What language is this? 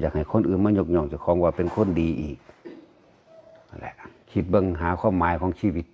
Northeastern Thai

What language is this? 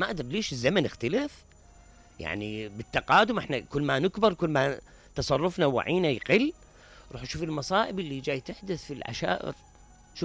Mesopotamian Arabic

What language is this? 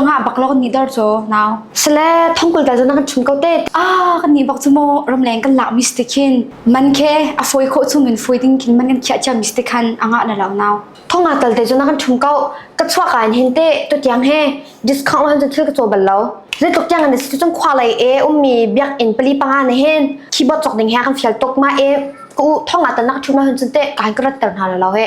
Hakha Chin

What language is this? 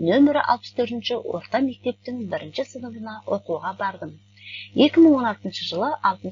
Kazakh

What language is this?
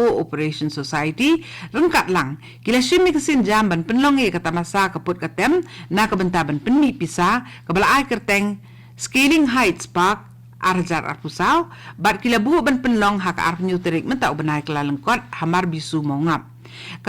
Khasi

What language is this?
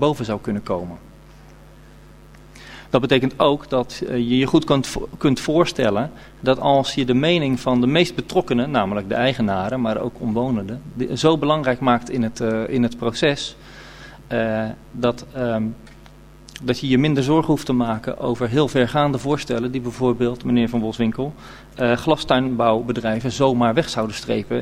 Dutch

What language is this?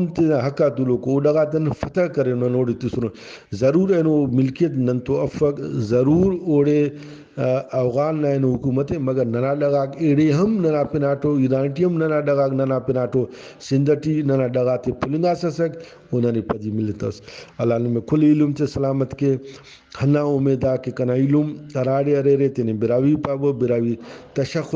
Brahui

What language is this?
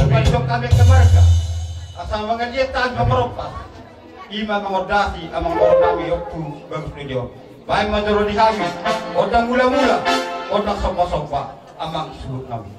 Batak Toba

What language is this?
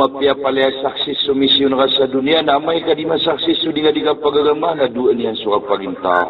Maranao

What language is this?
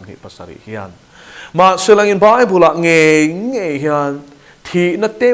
Mizo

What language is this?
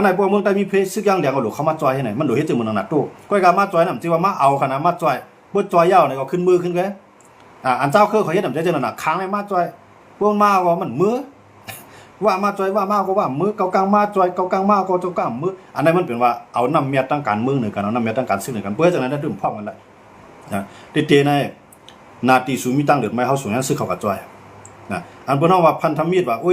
Shan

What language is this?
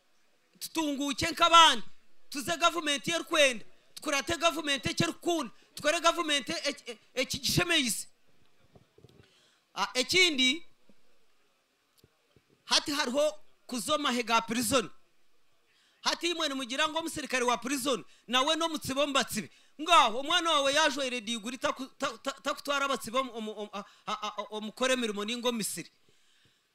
Kinyarwanda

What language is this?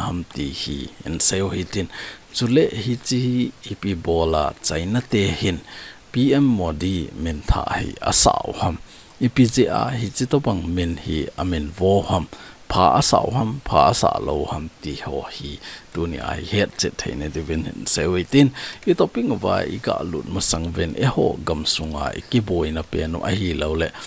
Thado Chin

